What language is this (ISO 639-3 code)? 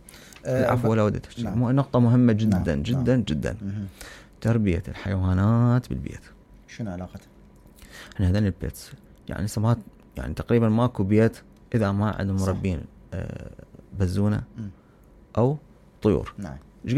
acm